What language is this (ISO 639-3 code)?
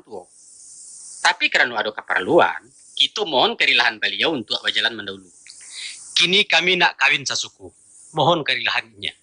min